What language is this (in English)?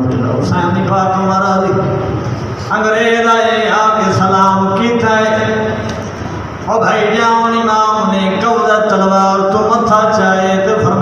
Saraiki